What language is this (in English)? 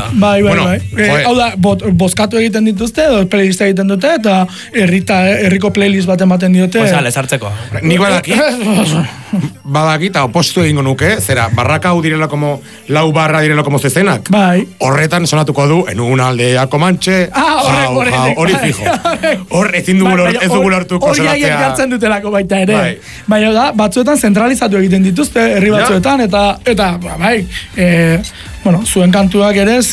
Basque